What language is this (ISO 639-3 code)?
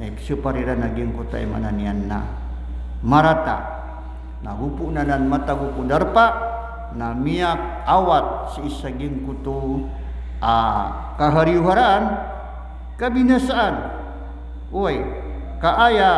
mrw